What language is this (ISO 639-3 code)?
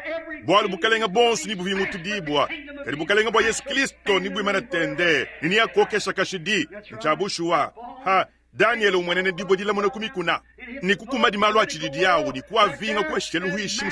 lua